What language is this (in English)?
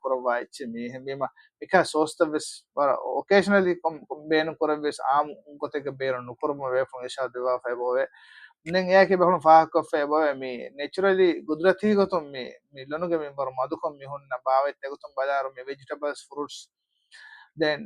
Divehi